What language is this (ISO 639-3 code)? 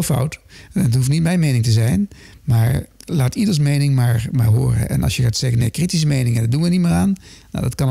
nld